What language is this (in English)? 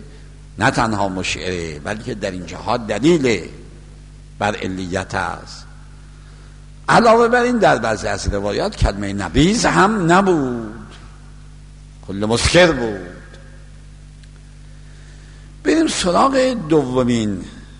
Persian